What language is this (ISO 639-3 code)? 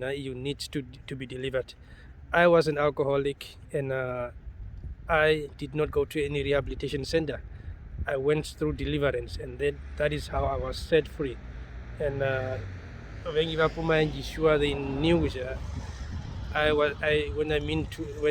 her